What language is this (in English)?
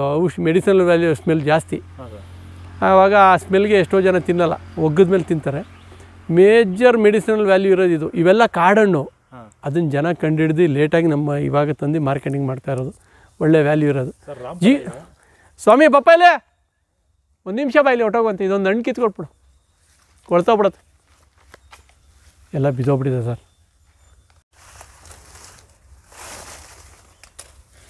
Kannada